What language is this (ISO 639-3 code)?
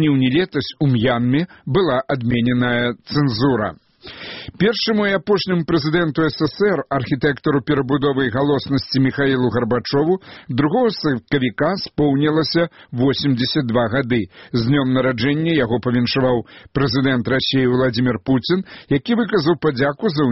bel